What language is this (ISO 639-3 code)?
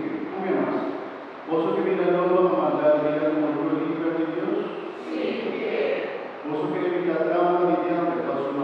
pap